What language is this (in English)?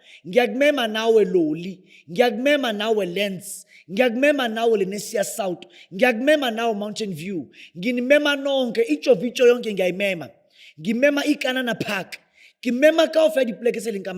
Zulu